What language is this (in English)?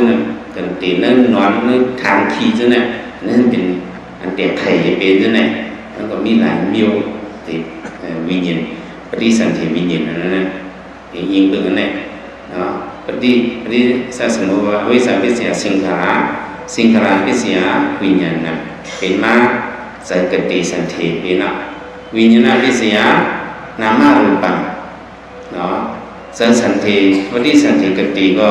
Shan